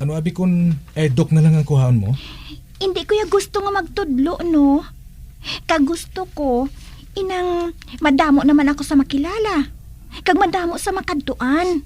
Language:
Hiligaynon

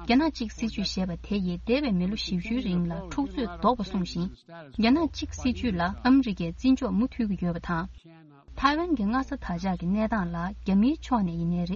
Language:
Tibetan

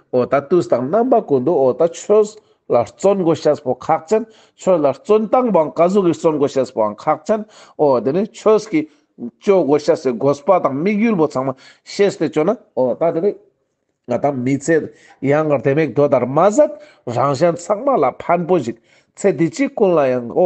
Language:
Ladakhi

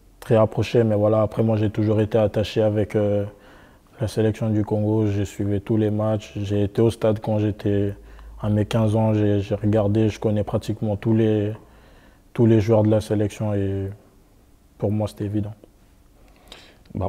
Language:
French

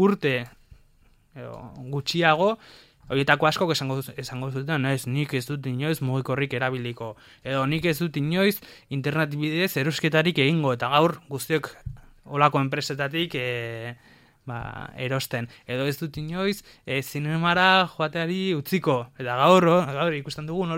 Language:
Basque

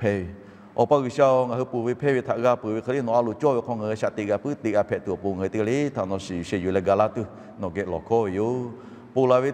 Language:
Lahu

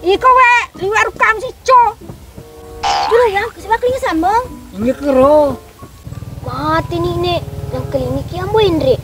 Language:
Buginese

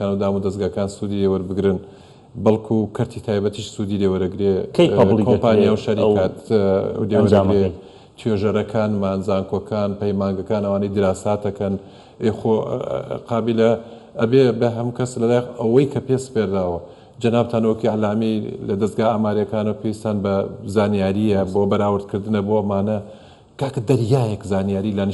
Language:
Central Kurdish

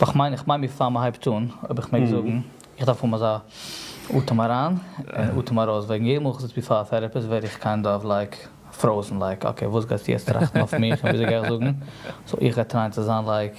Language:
Yiddish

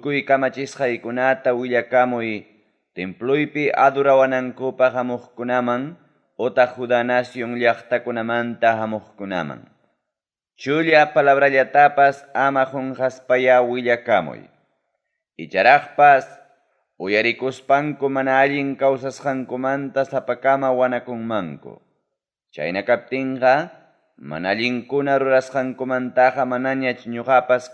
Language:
Ayacucho Quechua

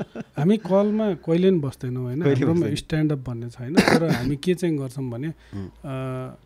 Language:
Nepali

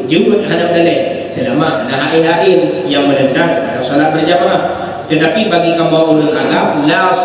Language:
Achinese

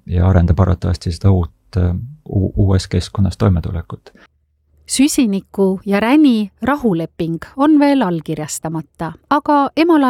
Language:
Estonian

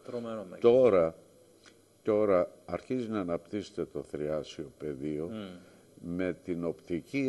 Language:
Greek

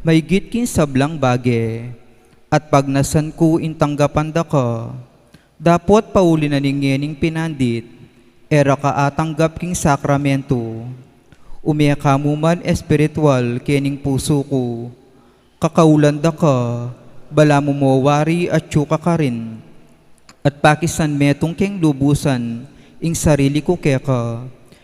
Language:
Pampanga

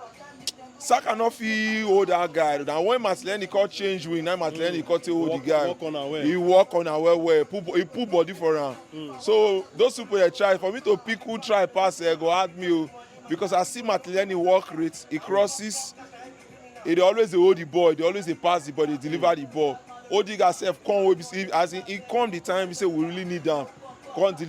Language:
Nigerian Pidgin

